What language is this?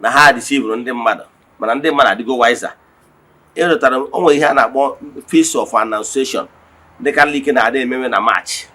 Igbo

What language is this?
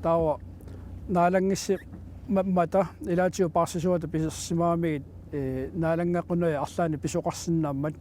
Kalaallisut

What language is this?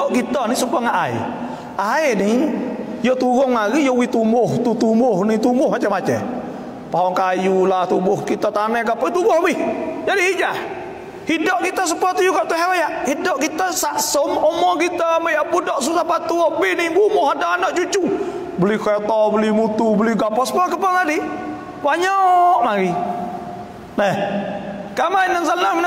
Malay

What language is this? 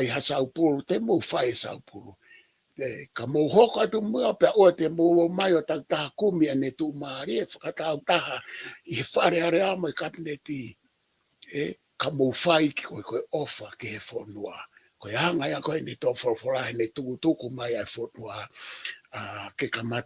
Tongan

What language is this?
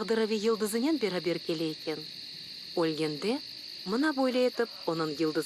Crimean Tatar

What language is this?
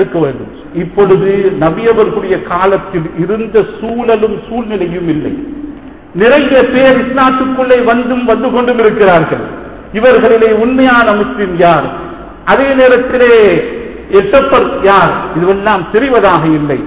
Tamil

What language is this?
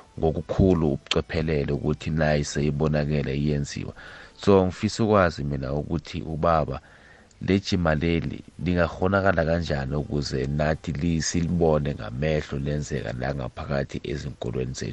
South Ndebele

